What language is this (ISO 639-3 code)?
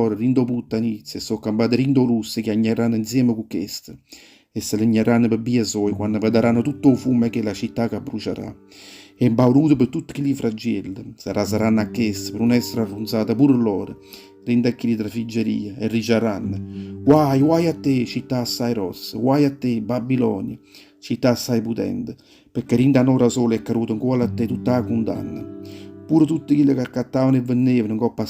nap